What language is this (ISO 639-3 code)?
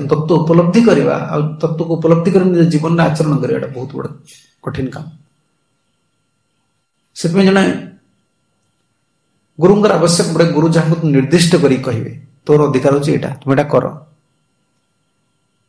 ori